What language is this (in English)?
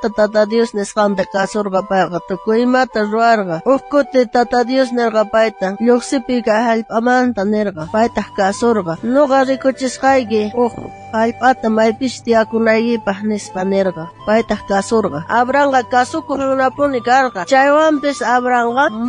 South Bolivian Quechua